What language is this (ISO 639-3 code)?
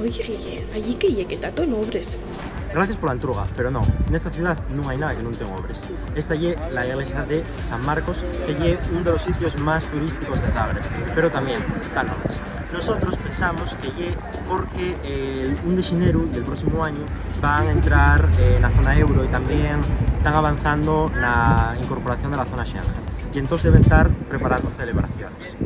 ast